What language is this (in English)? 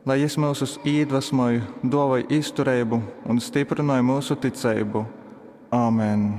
Latgalian